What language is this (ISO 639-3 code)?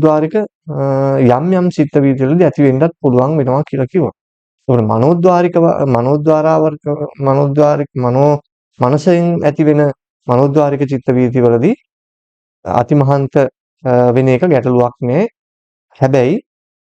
sin